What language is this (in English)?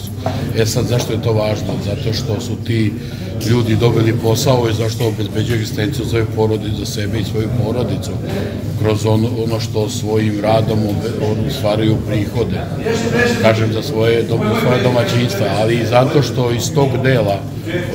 Serbian